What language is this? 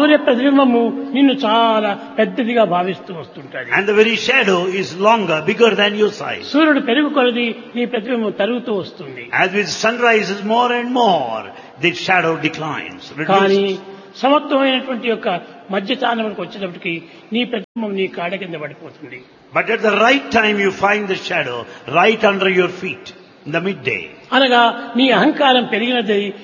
Telugu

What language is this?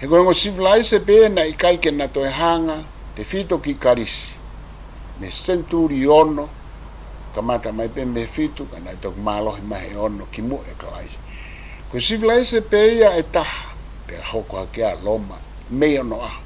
Tongan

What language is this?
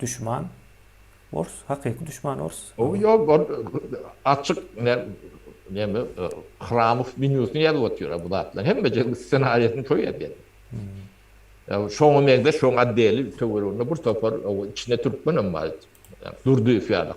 Turkmen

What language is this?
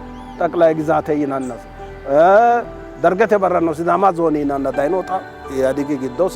Sidamo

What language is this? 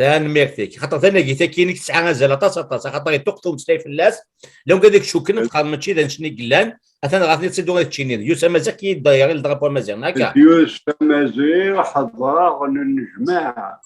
Kabyle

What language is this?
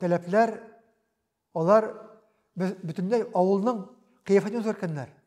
Tatar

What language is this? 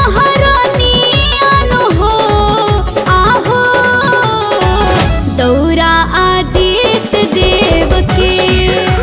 Bhojpuri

